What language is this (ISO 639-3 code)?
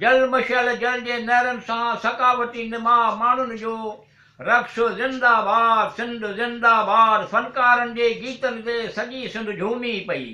snd